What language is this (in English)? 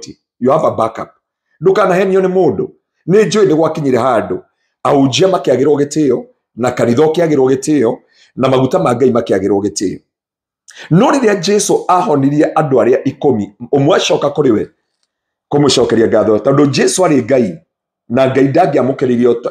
Kikuyu